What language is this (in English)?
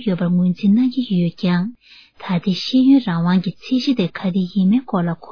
Tibetan